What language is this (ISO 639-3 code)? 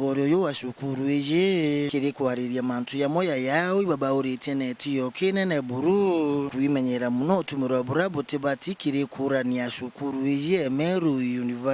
mer